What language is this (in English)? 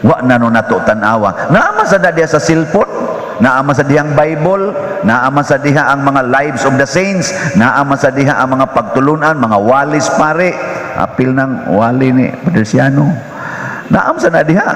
Cebuano